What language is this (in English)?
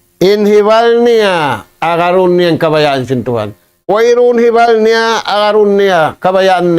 Tausug